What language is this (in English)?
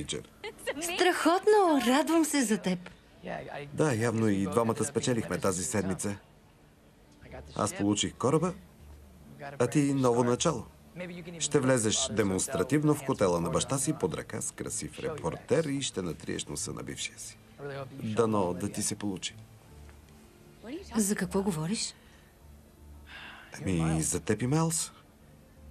Bulgarian